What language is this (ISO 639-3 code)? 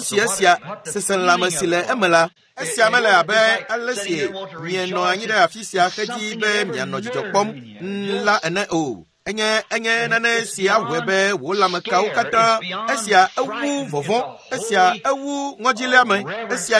ewe